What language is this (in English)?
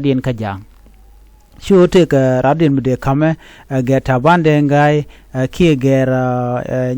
Nuer